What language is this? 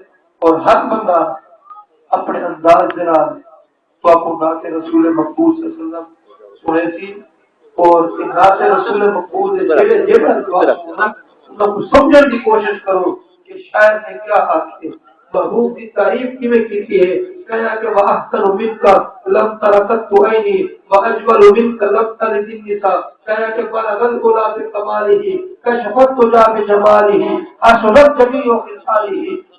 Saraiki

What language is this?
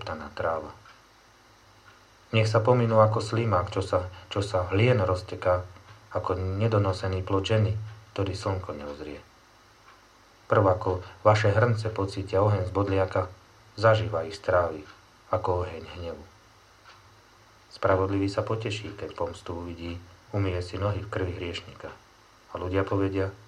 Slovak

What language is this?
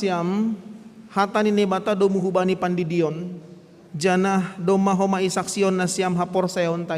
Batak Simalungun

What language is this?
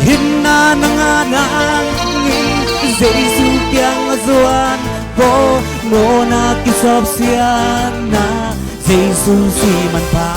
Tedim Chin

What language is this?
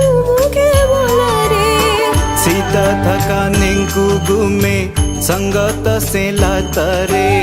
Newari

